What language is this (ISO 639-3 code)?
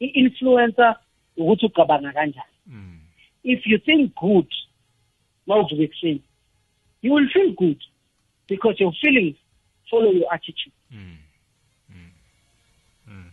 nbl